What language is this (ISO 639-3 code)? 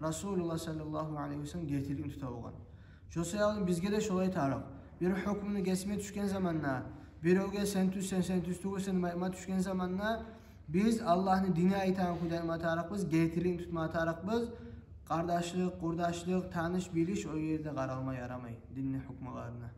kum